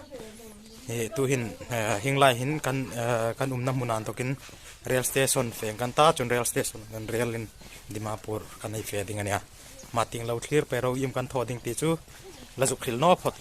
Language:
Hmar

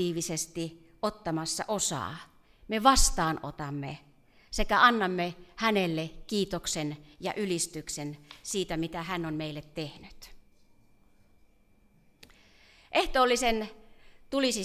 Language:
Finnish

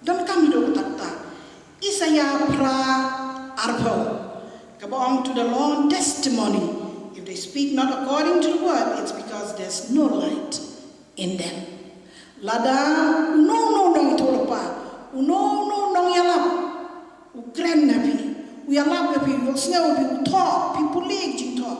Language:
Khasi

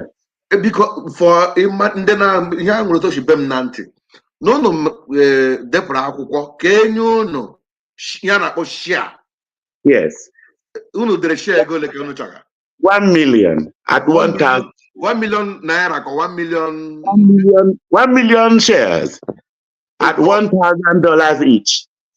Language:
Igbo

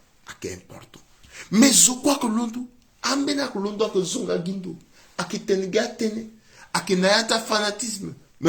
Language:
Sango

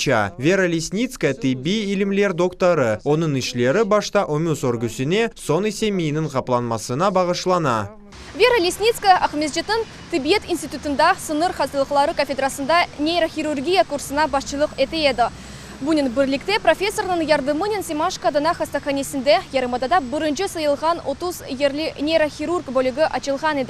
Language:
Crimean Tatar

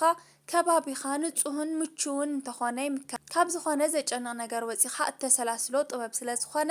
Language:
Tigrinya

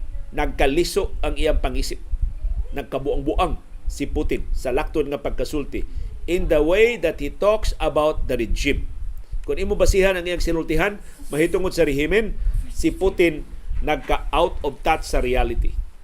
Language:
Cebuano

